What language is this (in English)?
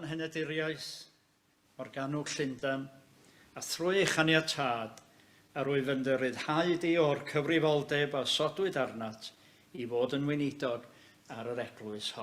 Welsh